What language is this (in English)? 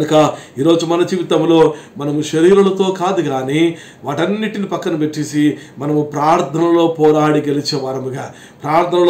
Telugu